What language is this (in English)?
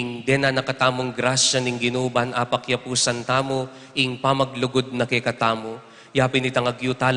Pampanga